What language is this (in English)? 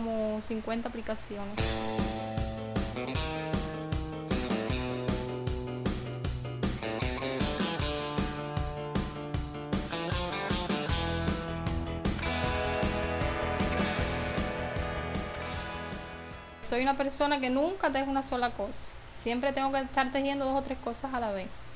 Spanish